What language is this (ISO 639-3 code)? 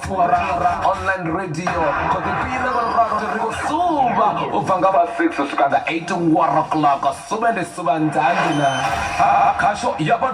ven